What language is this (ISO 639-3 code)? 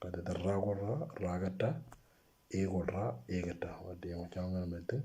mor